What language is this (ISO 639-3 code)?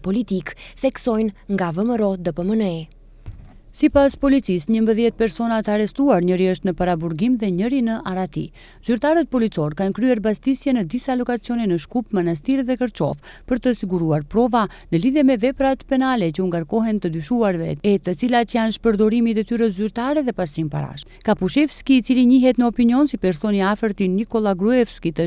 sqi